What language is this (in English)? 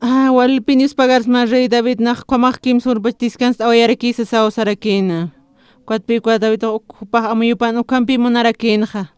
Aymara